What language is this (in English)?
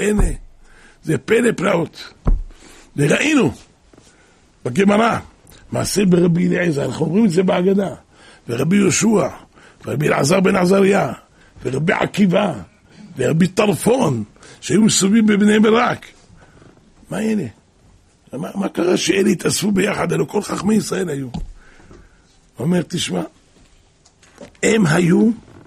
Hebrew